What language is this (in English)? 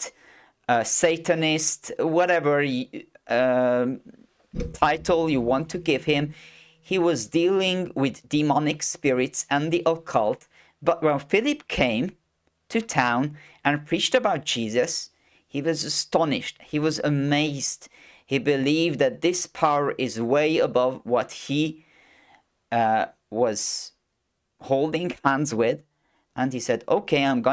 English